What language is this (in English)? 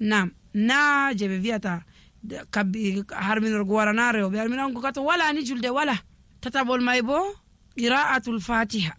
Nigerian Fulfulde